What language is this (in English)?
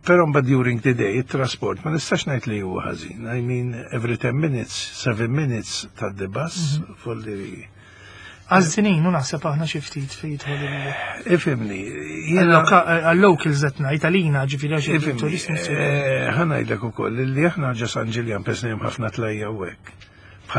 Maltese